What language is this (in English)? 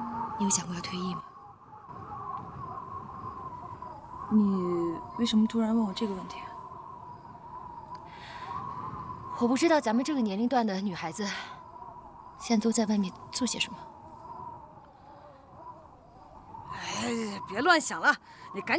Chinese